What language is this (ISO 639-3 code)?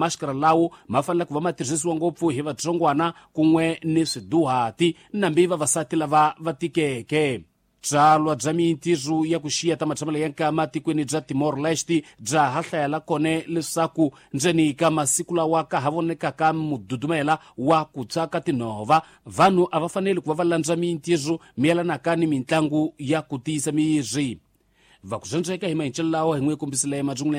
tso